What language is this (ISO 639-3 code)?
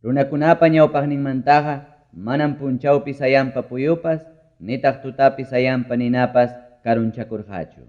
quy